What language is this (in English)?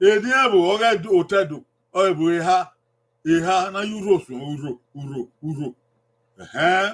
Bini